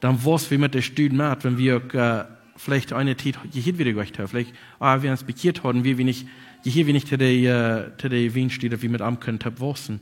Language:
Plautdietsch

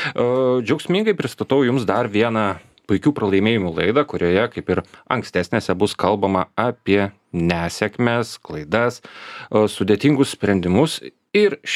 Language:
Lithuanian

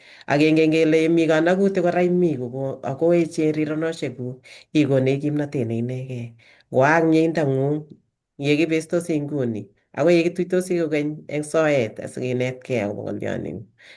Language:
Kalenjin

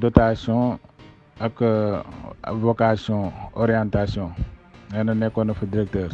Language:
Wolof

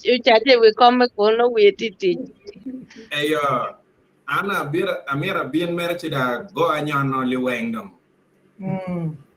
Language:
Acoli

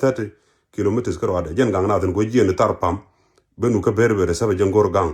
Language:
Nuer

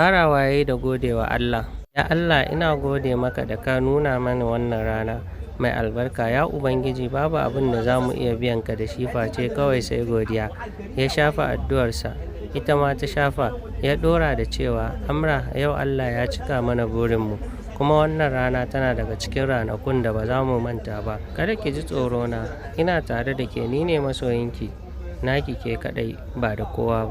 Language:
Hausa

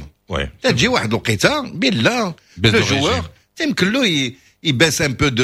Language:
Moroccan Arabic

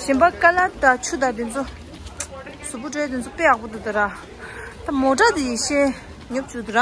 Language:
Tibetan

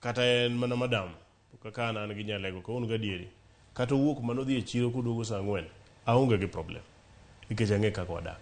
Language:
Luo (Kenya and Tanzania)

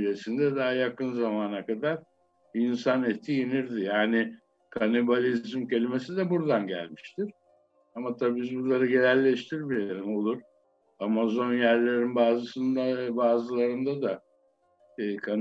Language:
Turkish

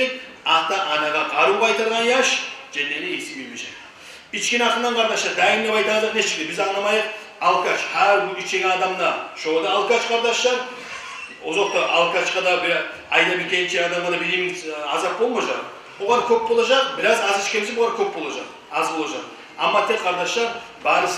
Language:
Kumyk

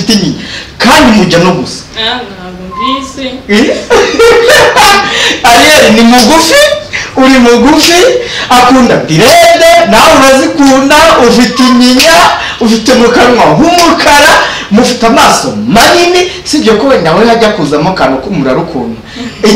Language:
Kinyarwanda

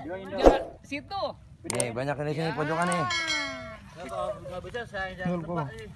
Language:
Betawi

